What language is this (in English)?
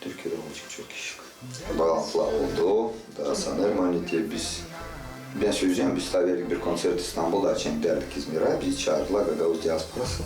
Gagauz